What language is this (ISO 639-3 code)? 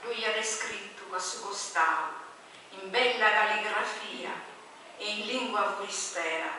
srd